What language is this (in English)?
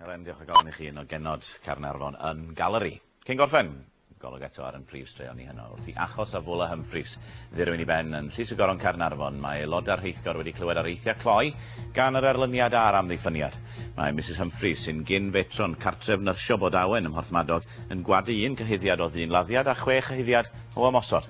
Welsh